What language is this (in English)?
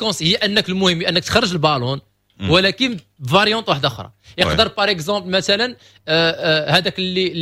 Moroccan Arabic